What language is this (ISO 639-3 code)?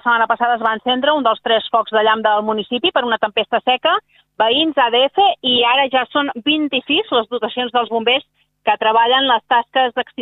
cat